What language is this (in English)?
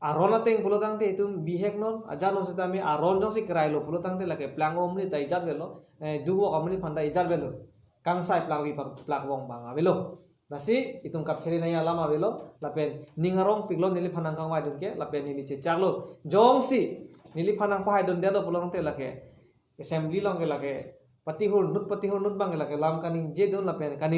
Karbi